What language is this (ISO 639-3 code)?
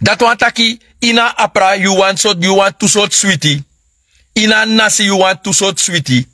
srn